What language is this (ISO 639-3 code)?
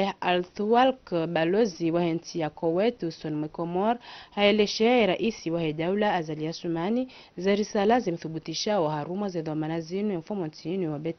zdj